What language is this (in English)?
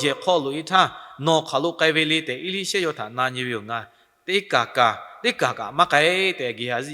Lahu